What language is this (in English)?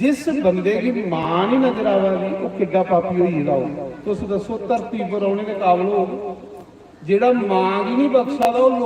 Dogri